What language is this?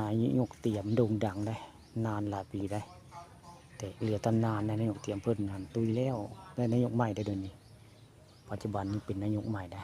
Northeastern Thai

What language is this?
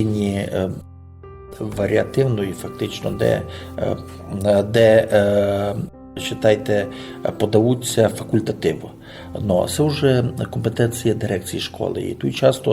Rusyn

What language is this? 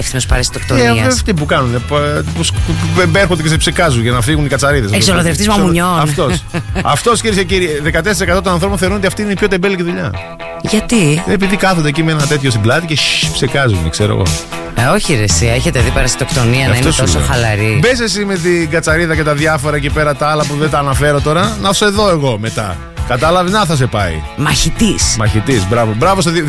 Greek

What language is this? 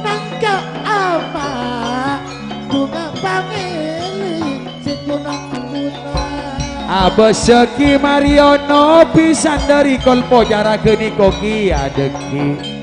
Madurese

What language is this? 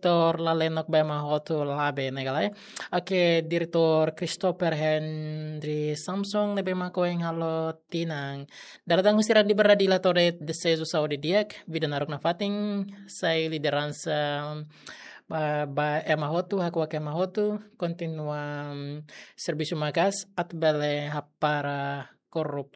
Tetum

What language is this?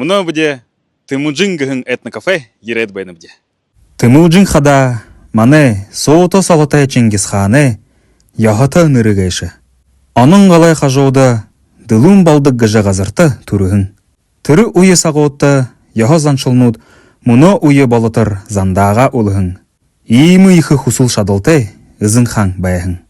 Buriat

